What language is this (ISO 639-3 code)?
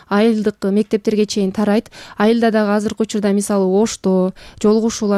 kir